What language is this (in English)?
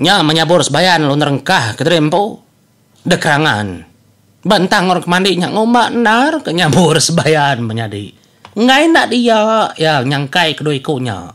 Iban